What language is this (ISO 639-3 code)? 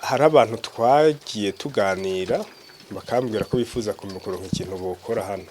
run